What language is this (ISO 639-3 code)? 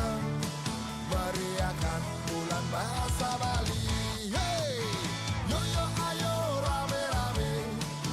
ban